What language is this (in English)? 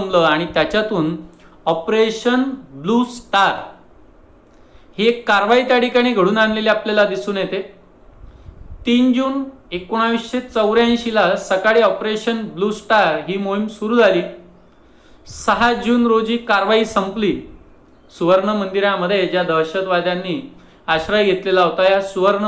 Marathi